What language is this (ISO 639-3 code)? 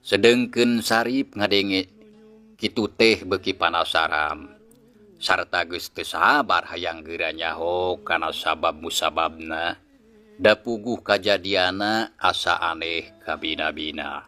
sun